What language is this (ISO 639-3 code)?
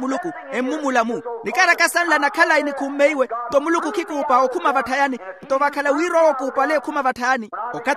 vmw